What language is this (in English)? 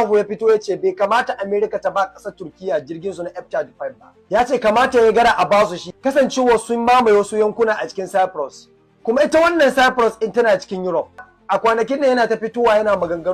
Hausa